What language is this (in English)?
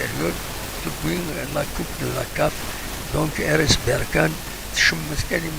Kabyle